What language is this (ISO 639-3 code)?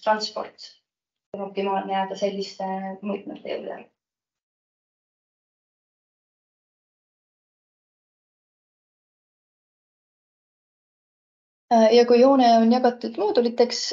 est